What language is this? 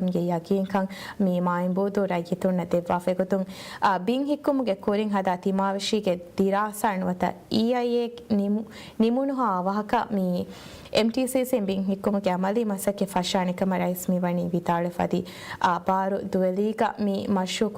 Divehi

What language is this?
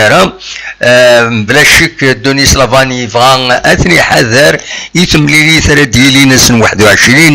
Kabyle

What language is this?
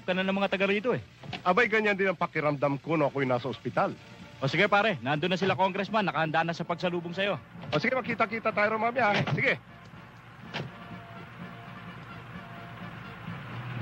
Filipino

